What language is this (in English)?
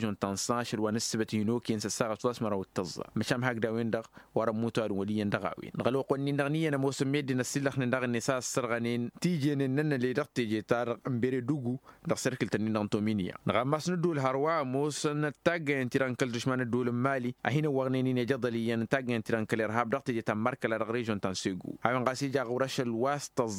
Tamasheq